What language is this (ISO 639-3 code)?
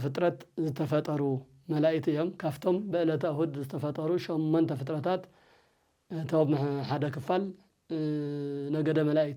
tir